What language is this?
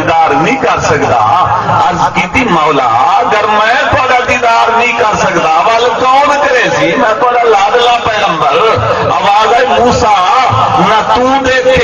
Saraiki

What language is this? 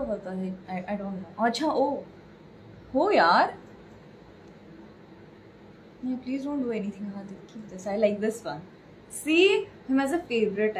Marathi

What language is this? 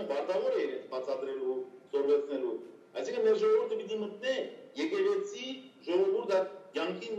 Western Armenian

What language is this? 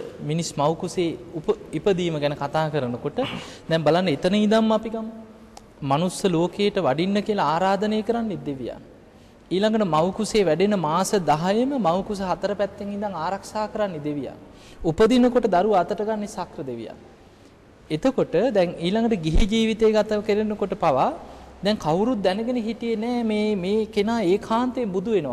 Sinhala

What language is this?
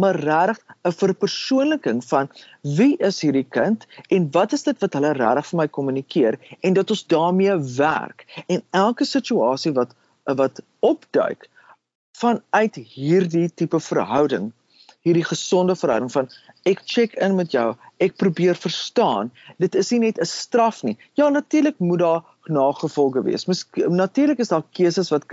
Afrikaans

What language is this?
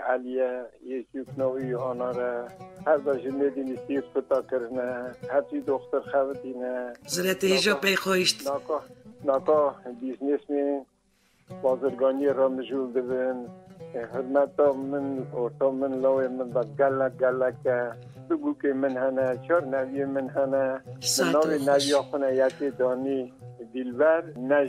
Kurdish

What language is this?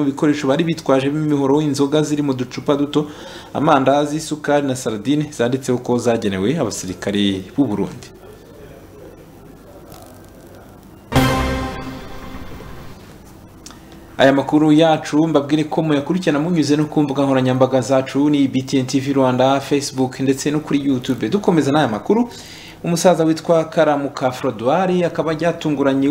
Kinyarwanda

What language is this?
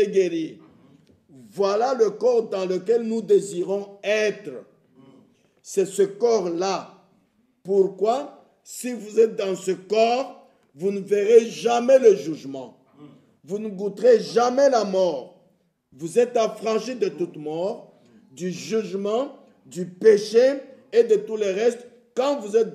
French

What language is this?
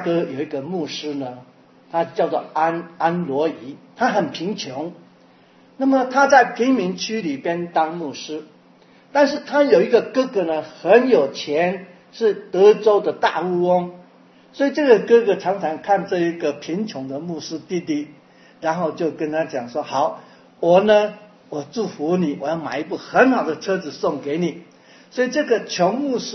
Chinese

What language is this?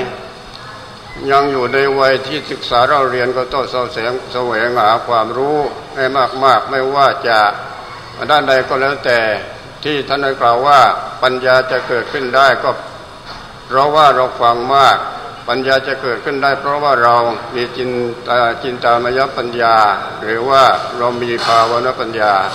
Thai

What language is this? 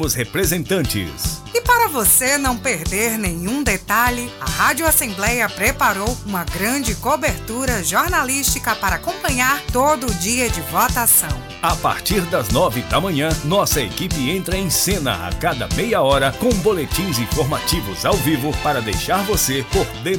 Portuguese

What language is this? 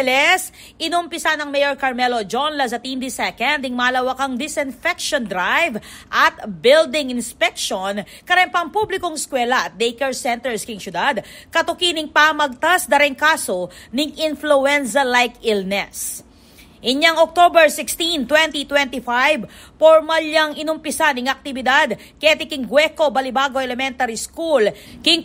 Pampanga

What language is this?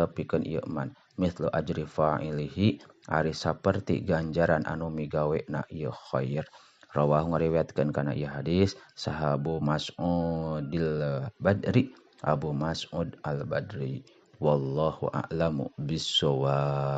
Sundanese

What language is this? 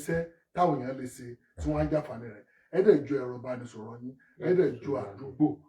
Yoruba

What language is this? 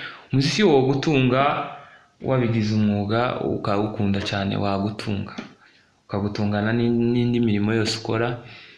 Kinyarwanda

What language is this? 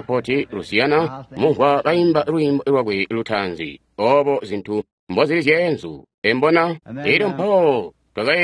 Tonga (Zambia)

